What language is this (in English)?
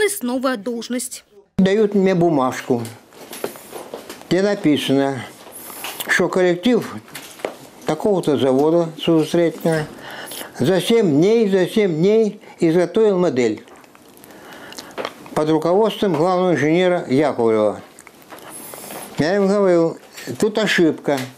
Russian